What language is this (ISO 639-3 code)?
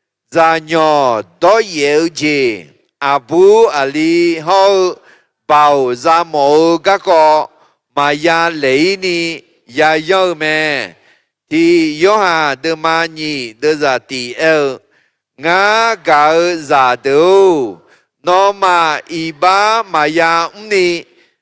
ahk